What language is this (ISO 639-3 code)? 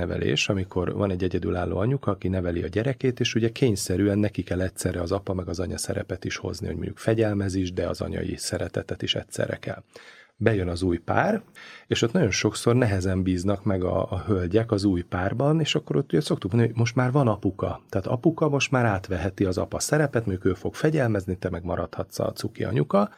hun